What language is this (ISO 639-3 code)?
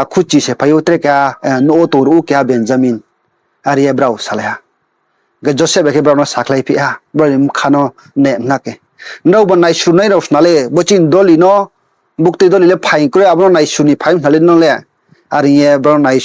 ria